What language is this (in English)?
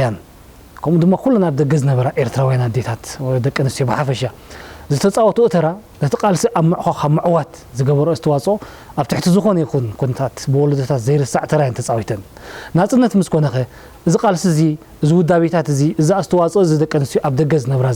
Tigrinya